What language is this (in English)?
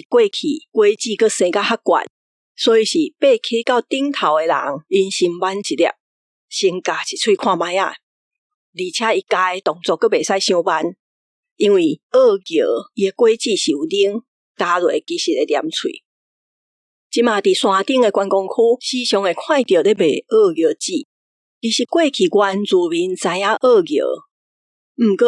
Min Nan Chinese